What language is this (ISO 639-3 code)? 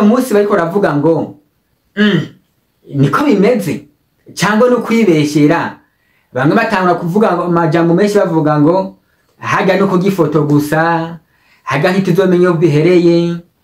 run